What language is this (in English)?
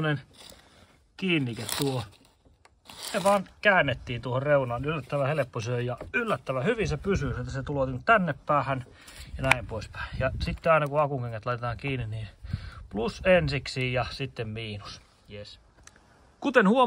Finnish